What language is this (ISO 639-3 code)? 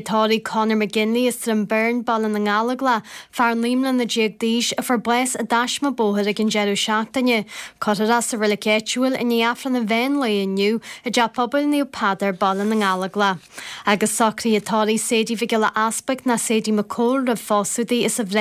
gle